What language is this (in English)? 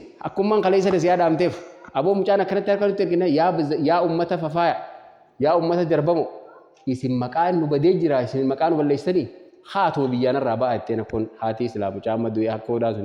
Oromo